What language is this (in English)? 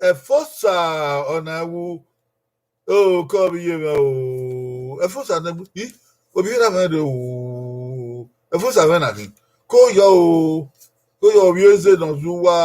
Bini